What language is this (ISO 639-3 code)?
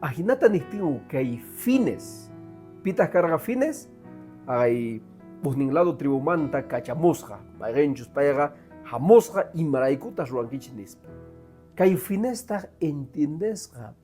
que